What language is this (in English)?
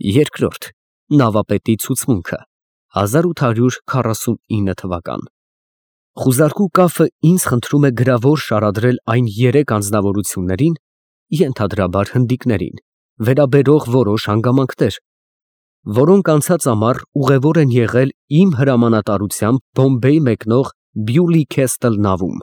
Armenian